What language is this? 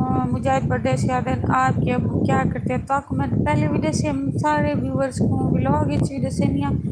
Saraiki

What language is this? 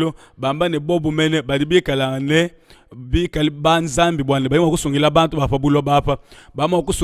Luba-Lulua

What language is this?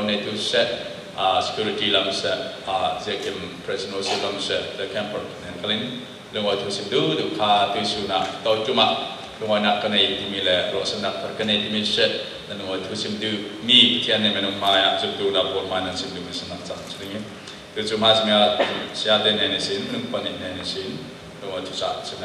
Falam Chin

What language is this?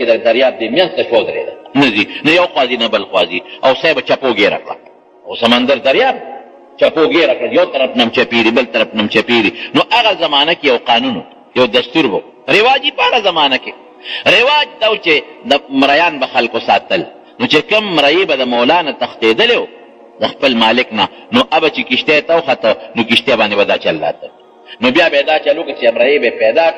Pashto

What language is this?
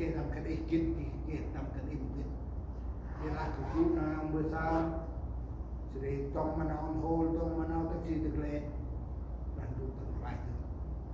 Central Mnong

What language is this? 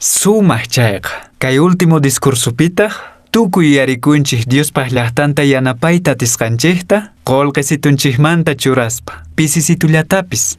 Quechua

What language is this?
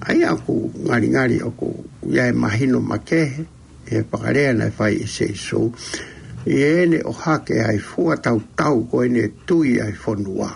Tongan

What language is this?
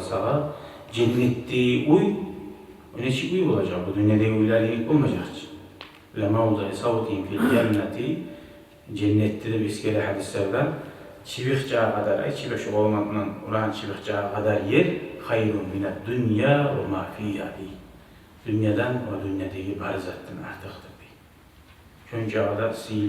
Kumyk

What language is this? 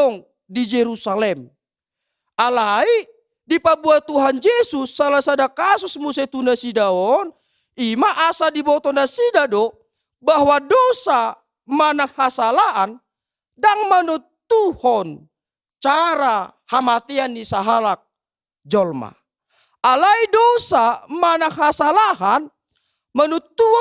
Batak Toba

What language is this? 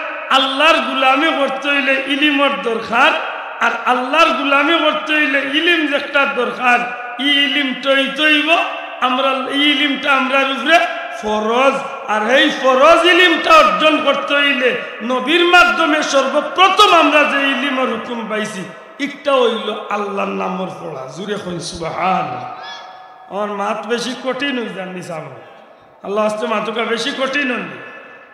Sylheti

